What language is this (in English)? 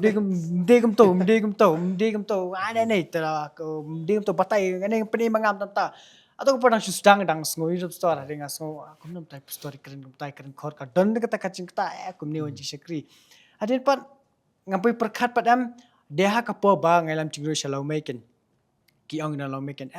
Khasi